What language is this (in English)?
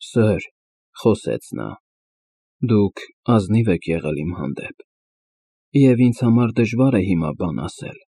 Armenian